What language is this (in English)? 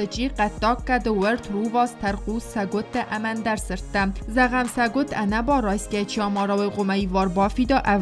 Ossetic